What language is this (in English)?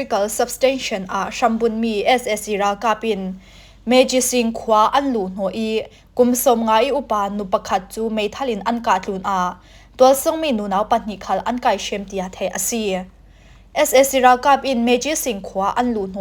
Falam Chin